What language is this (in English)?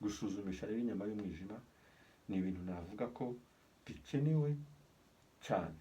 Kinyarwanda